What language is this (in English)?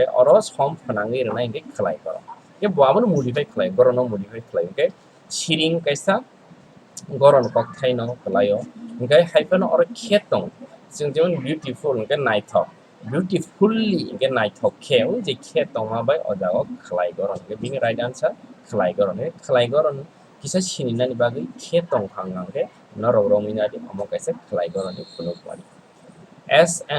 Kok Borok